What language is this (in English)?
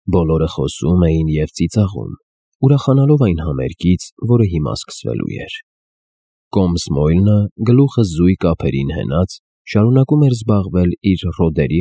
Armenian